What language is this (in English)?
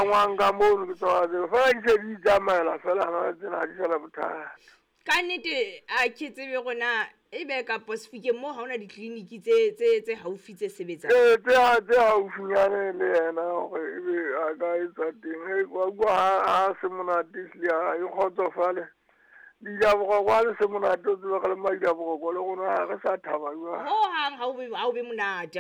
Southern Sotho